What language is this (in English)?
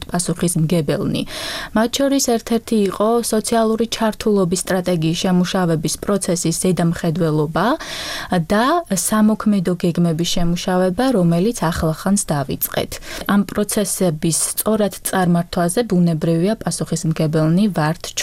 Georgian